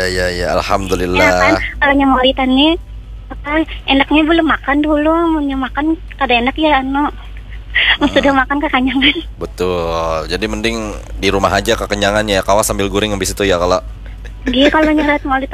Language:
Banjar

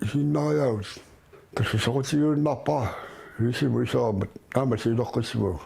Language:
Kalaallisut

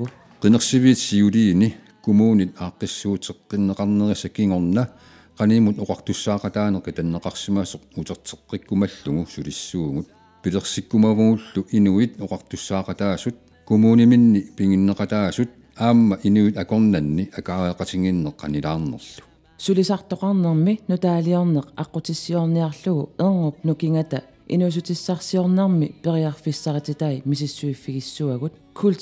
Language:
Kalaallisut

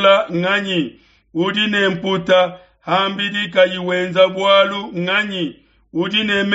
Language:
Luba-Lulua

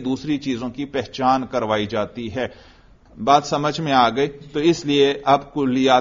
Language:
Urdu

